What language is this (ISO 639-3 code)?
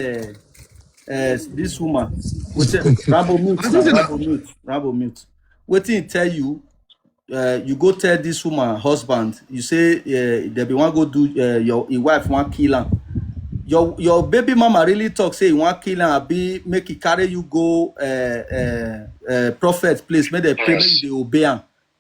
pcm